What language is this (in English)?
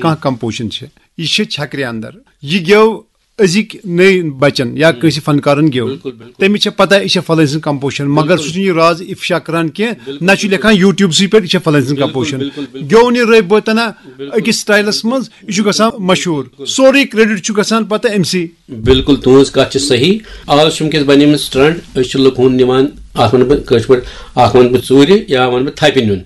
Kashmiri